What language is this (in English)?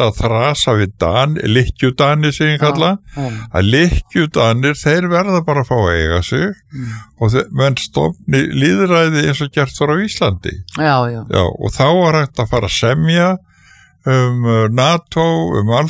Icelandic